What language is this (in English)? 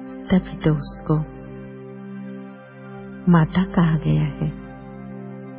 Hindi